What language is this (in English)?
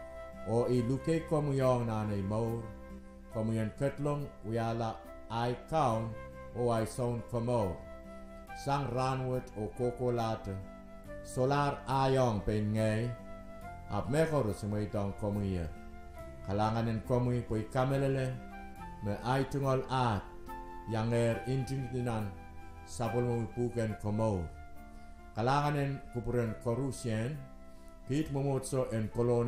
Pohnpeian